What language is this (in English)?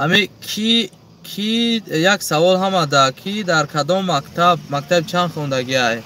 Tajik